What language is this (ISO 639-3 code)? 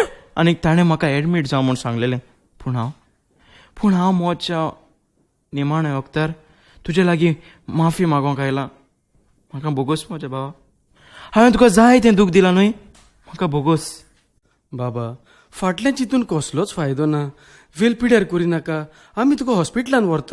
kok